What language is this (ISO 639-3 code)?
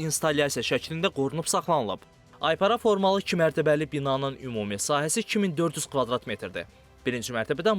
aze